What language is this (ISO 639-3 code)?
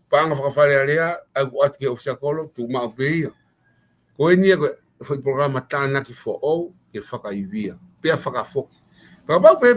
ton